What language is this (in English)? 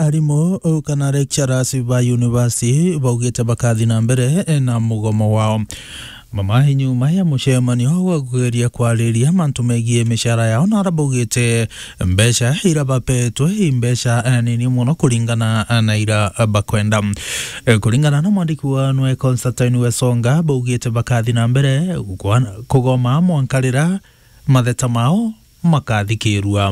Meru